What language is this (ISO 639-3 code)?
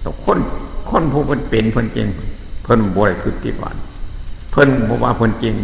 tts